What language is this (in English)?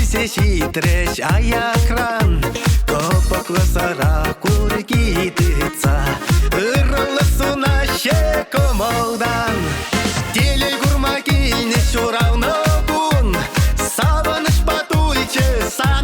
Chuvash